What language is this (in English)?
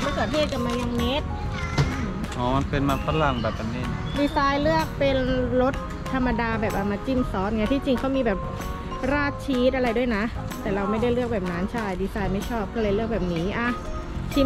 Thai